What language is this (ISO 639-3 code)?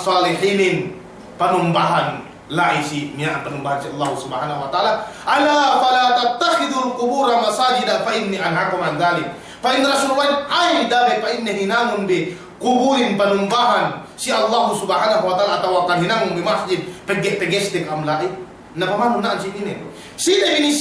yka